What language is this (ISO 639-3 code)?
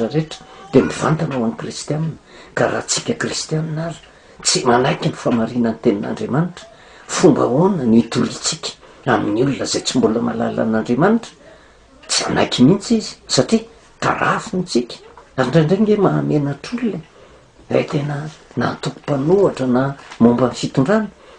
mlg